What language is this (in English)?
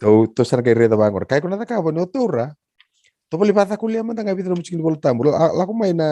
Fijian